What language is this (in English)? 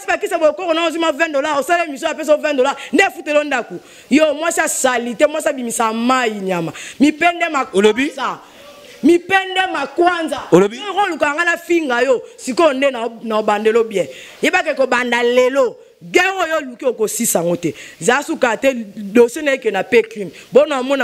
Lingala